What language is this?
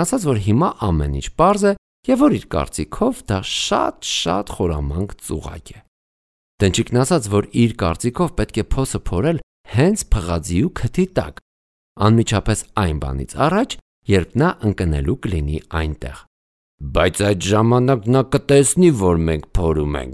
Armenian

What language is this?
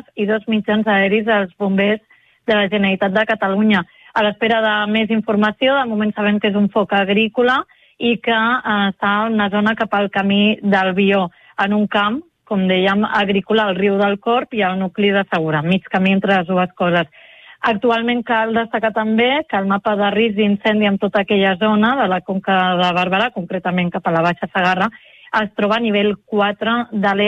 Catalan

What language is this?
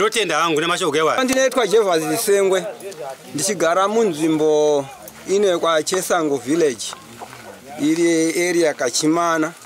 Shona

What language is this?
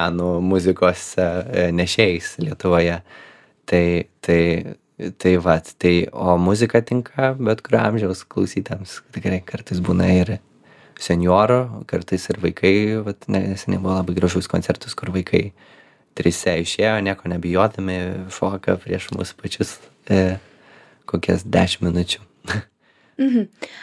Lithuanian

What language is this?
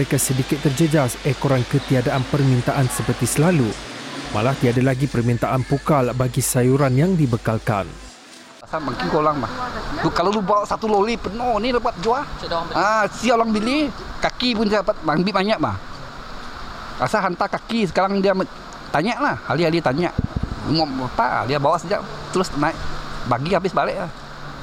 Malay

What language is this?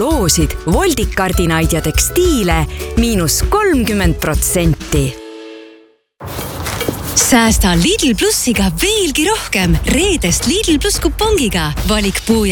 Estonian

